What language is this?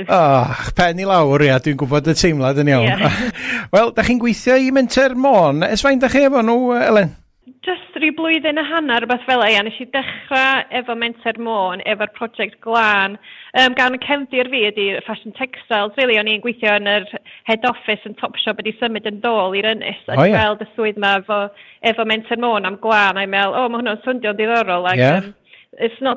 Welsh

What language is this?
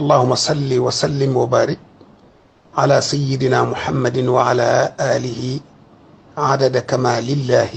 Wolof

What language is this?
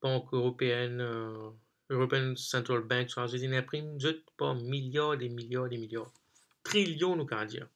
Morisyen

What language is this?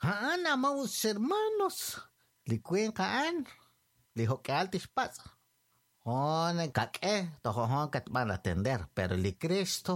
Kekchí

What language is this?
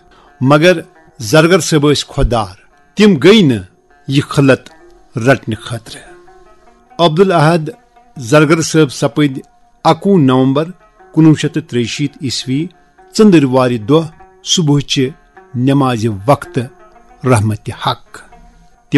Kashmiri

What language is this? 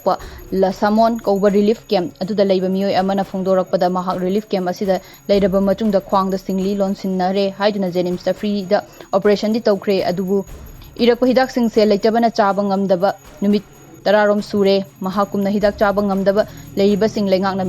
Manipuri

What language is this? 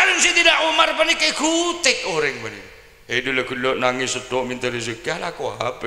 Madurese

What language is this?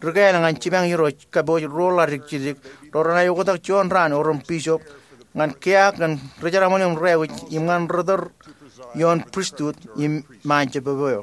Marshallese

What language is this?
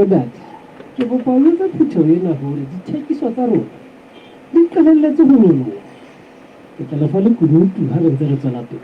Southern Sotho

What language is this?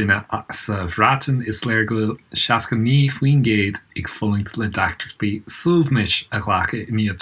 Irish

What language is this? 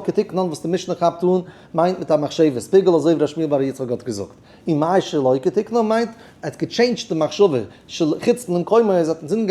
Yiddish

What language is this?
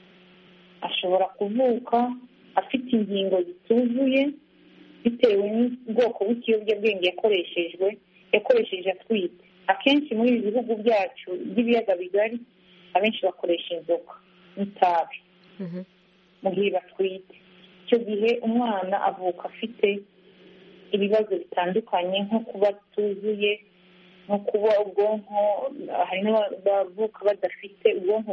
Kinyarwanda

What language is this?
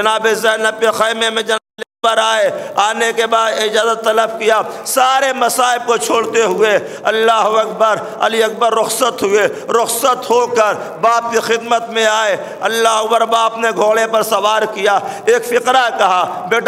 Urdu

